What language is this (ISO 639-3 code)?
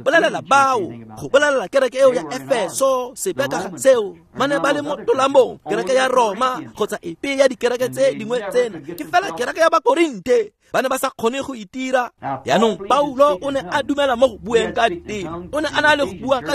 tsn